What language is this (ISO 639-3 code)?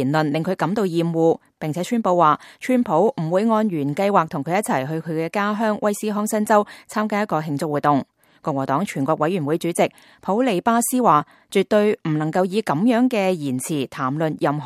yue